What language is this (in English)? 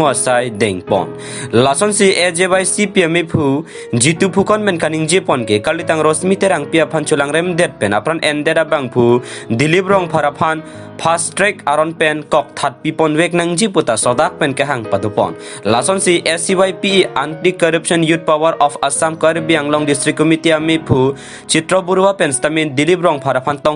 Karbi